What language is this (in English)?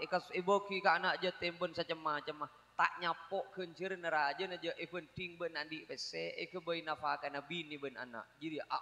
Madurese